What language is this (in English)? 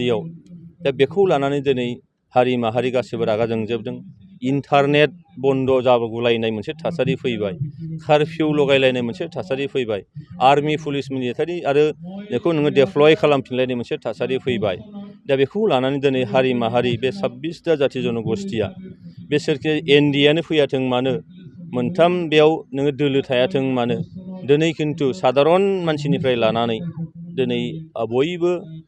Bodo